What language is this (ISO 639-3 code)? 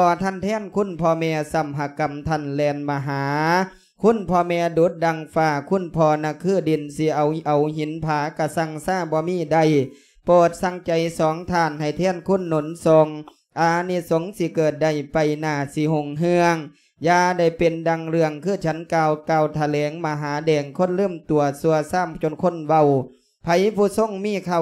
lao